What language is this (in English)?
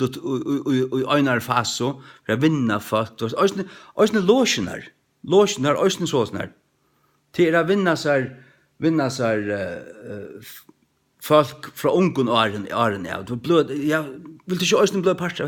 Faroese